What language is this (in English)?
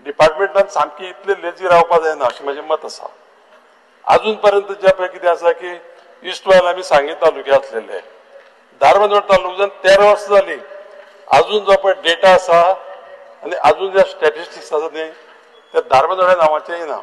Konkani